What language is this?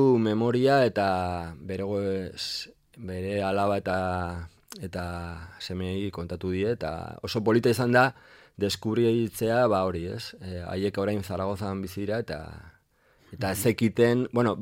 Basque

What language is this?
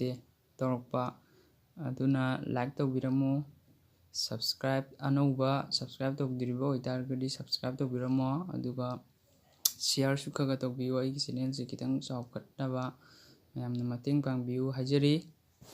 Manipuri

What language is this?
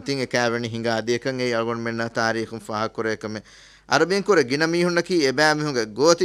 Divehi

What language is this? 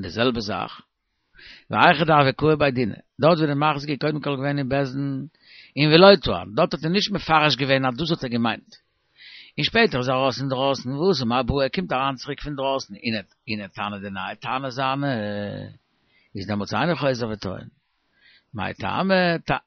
Yiddish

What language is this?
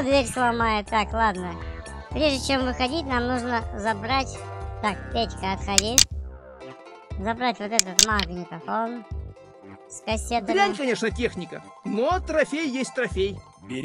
Russian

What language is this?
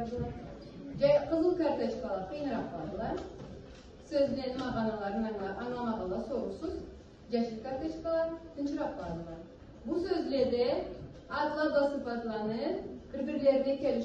Karachay-Balkar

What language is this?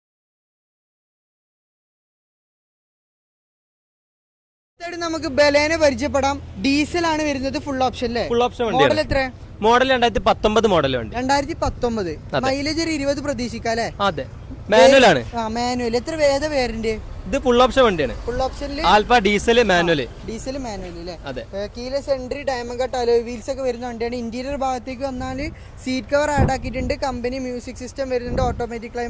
Malayalam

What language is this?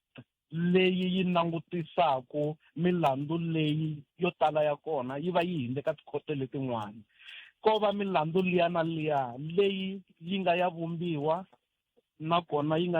Tsonga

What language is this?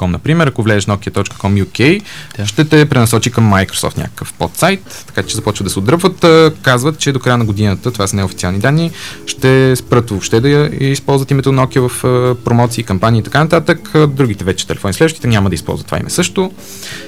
Bulgarian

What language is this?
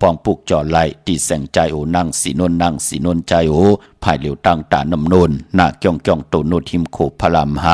Shan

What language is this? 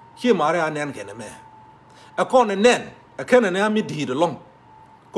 Nuer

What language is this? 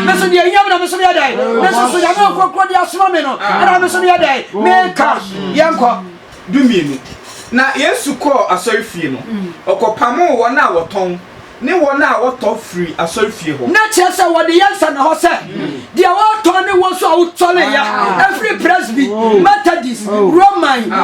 Akan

